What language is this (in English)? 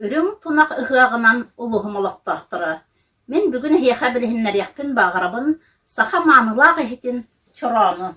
Yakut